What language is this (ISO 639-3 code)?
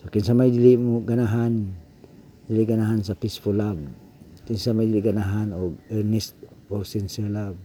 ceb